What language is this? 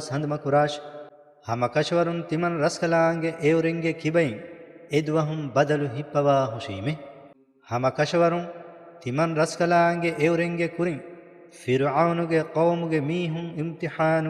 Divehi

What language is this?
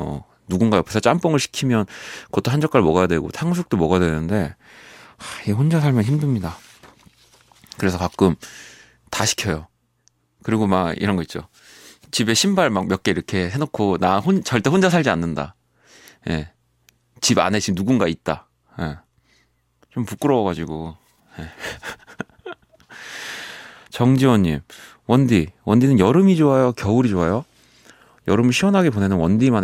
Korean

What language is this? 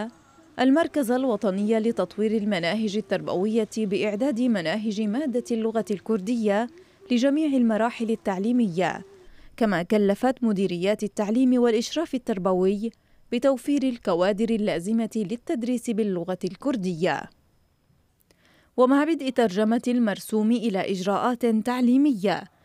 Arabic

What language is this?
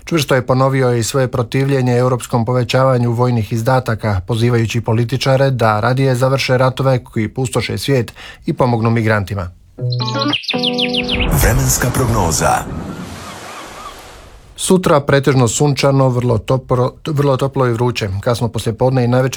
Croatian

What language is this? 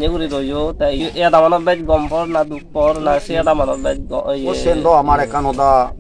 Chakma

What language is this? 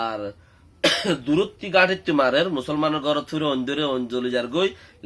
Rohingya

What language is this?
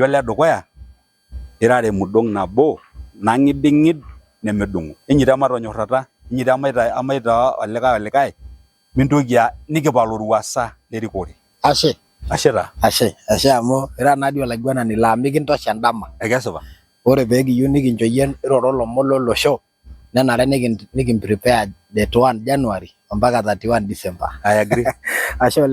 Masai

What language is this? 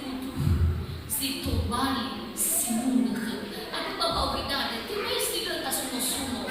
Nias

